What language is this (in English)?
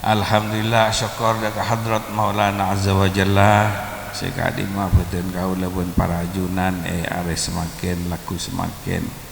Madurese